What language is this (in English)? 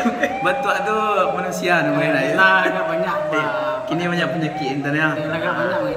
Minangkabau